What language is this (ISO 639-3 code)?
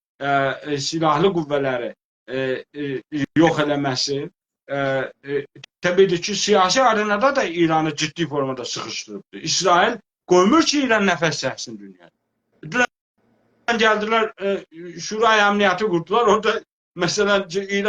azb